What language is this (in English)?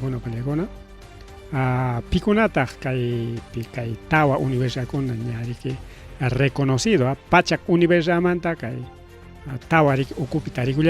Ayacucho Quechua